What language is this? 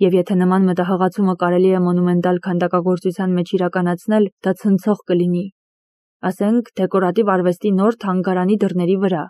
Armenian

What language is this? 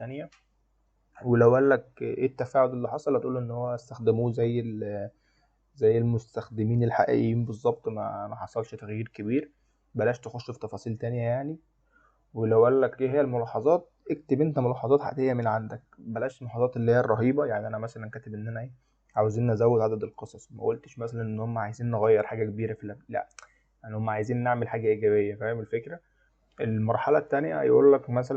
Egyptian Arabic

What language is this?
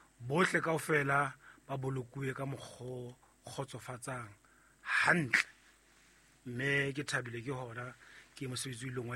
Southern Sotho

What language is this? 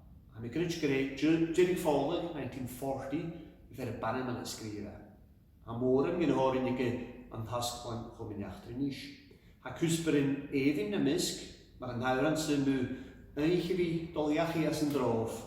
Scottish Gaelic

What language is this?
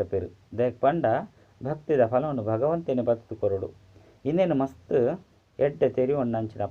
Tulu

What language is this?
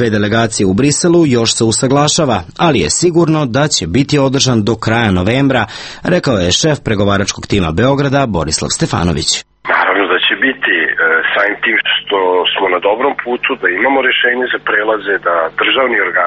Serbian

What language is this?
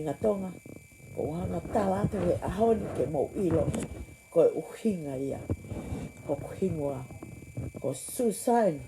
Tongan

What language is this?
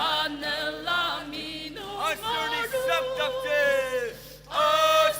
Ao Naga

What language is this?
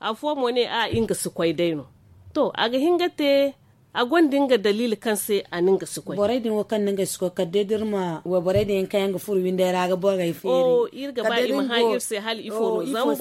Zarma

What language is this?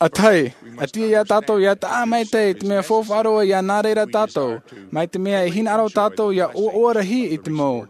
Tahitian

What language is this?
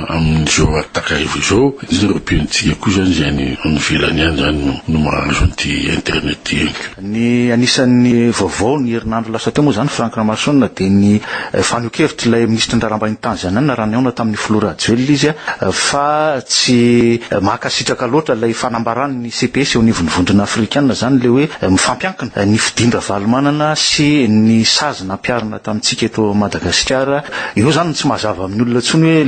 Malagasy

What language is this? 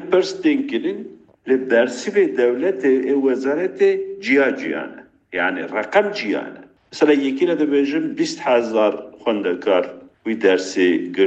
Kurdish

